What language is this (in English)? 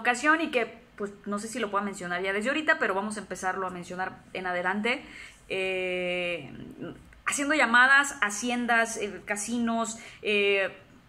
Spanish